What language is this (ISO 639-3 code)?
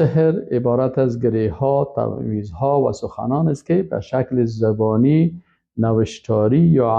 fas